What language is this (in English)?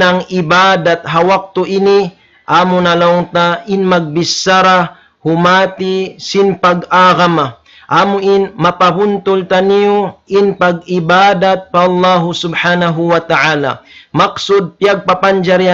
Tausug